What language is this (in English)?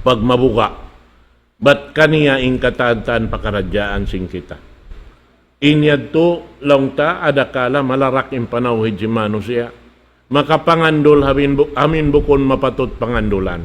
Tausug